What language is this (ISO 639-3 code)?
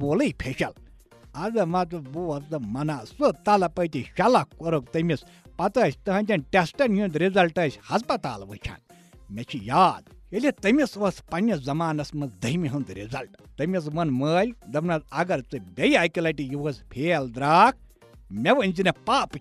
kas